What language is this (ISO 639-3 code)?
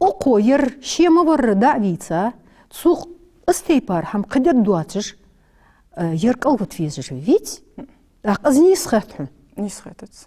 inh